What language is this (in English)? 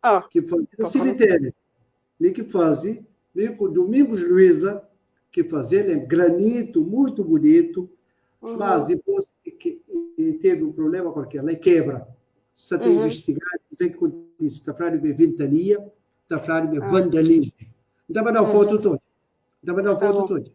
Kabuverdianu